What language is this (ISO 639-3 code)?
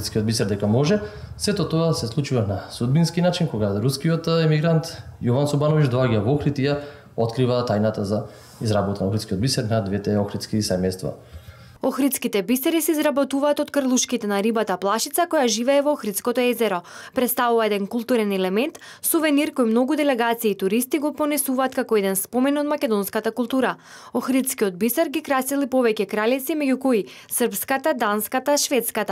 mkd